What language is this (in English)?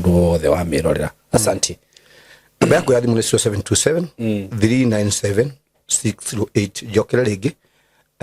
Kikuyu